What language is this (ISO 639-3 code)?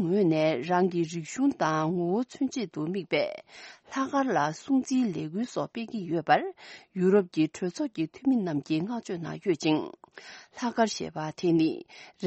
bod